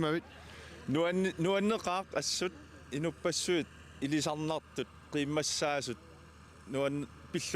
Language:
Kalaallisut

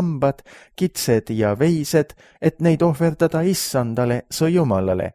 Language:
Estonian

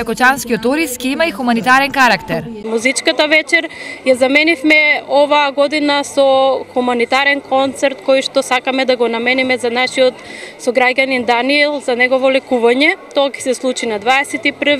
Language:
Macedonian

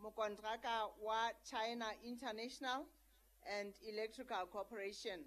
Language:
Southern Sotho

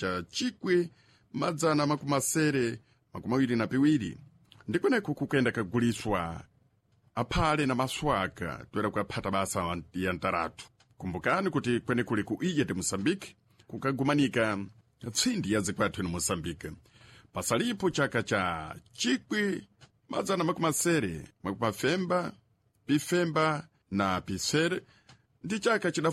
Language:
Sena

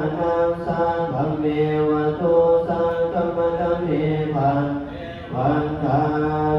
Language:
Pali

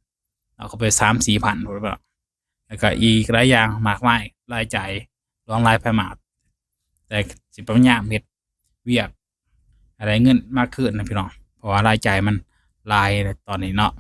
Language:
Lao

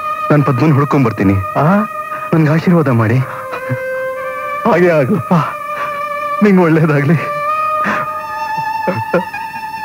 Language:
Kannada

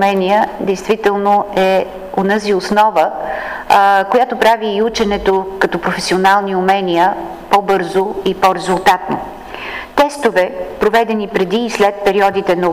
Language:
Bulgarian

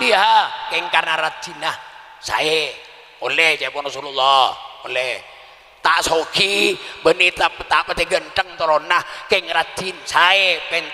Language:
Madurese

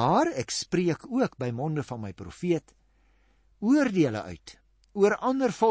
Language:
Afrikaans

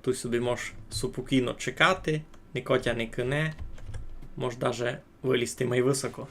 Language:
Rusyn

